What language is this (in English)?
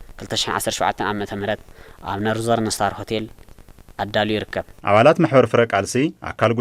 Tigrinya